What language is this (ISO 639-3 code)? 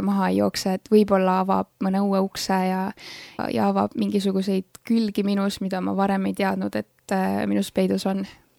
est